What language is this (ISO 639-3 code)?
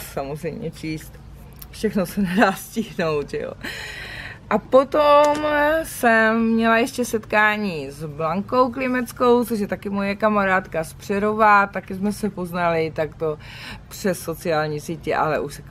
ces